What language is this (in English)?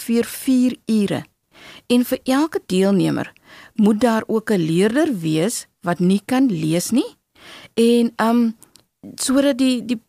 Afrikaans